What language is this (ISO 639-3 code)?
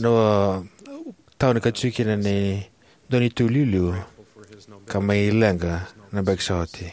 fij